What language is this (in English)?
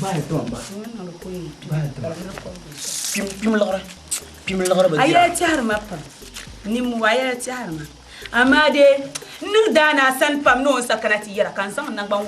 Dagbani